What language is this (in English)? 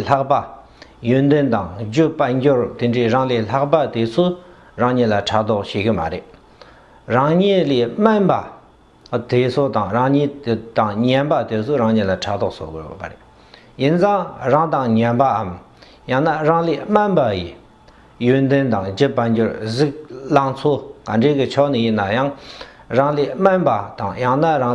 Tibetan